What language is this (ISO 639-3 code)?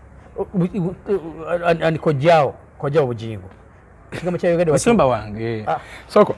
lug